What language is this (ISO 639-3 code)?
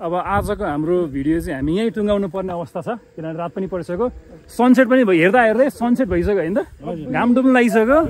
nep